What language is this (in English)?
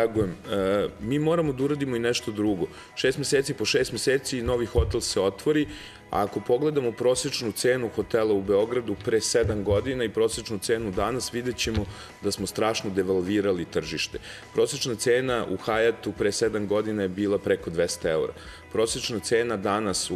Serbian